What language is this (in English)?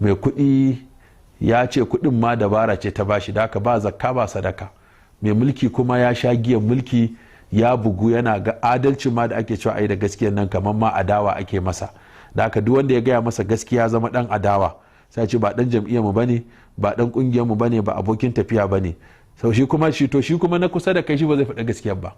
Hausa